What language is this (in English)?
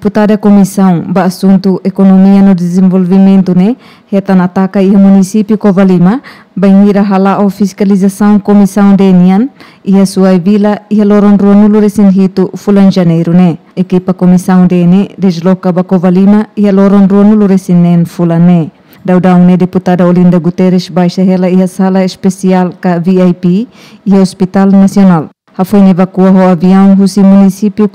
Tetum